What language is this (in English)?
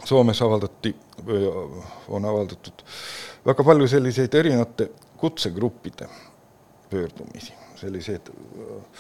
Estonian